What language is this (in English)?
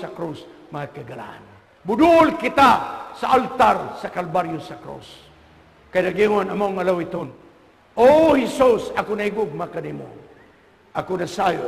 Cebuano